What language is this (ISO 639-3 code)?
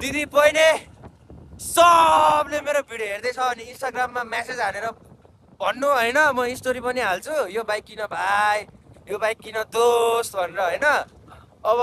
nep